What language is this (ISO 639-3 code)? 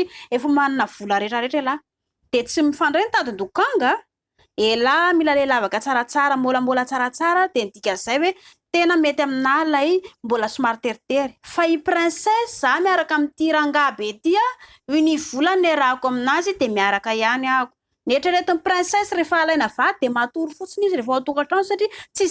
mlg